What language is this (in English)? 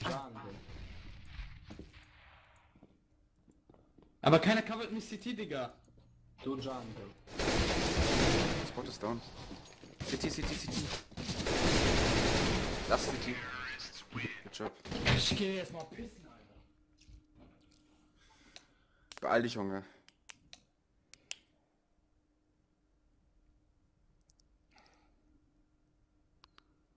German